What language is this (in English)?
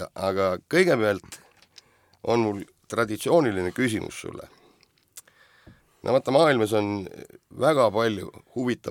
Estonian